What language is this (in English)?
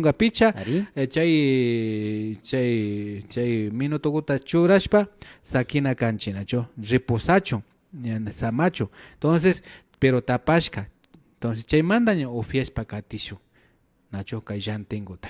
Imbabura Highland Quichua